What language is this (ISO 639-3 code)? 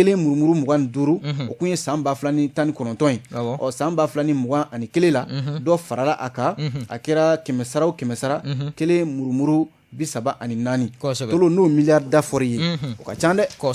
bam